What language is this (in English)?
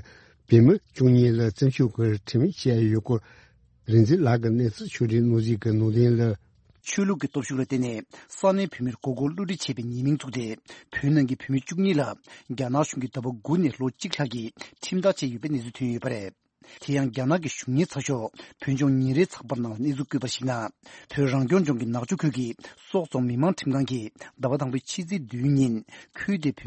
Tibetan